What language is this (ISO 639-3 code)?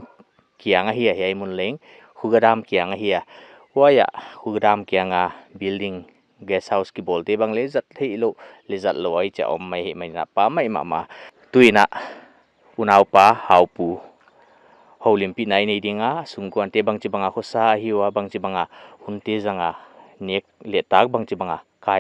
pck